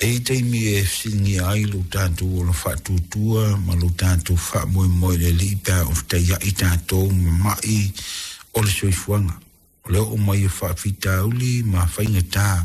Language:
Samoan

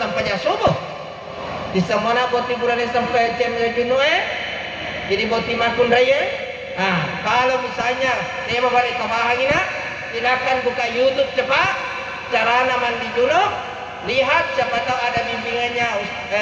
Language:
Buginese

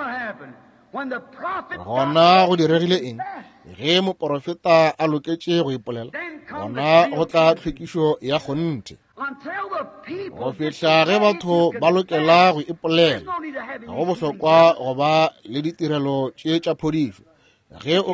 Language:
Northern Sotho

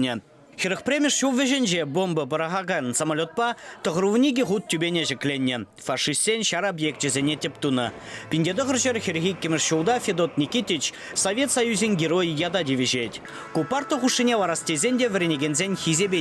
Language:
Chuvash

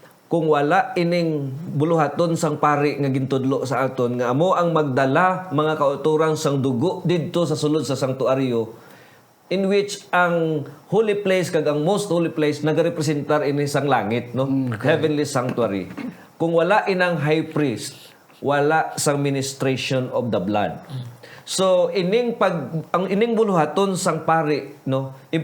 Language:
Hiligaynon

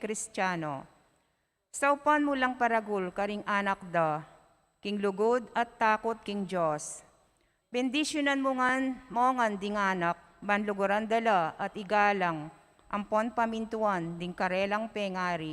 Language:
Pampanga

